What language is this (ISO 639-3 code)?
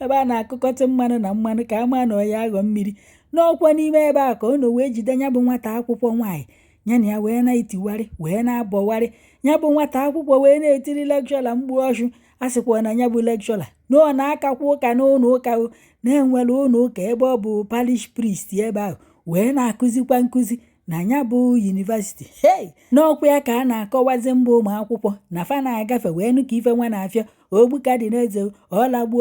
ibo